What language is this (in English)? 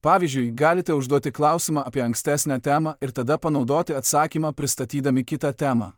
Lithuanian